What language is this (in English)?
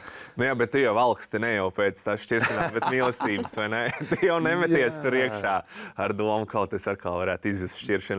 Latvian